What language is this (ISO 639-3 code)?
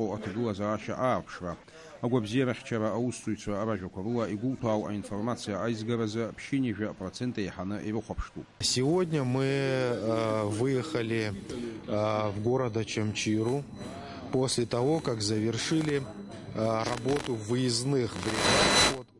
abk